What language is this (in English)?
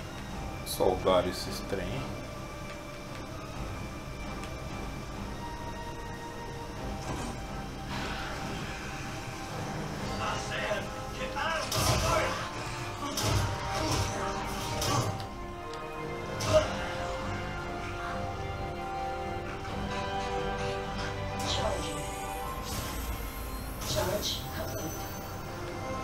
Portuguese